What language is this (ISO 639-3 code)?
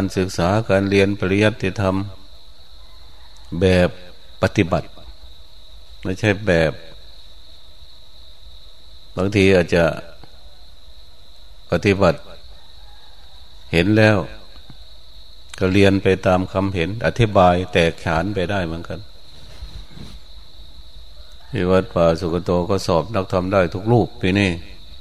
tha